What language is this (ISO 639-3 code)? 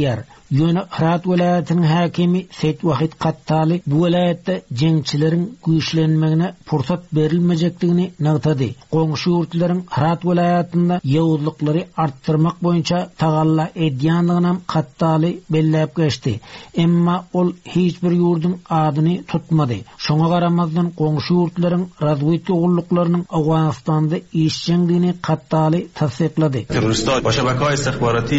tuk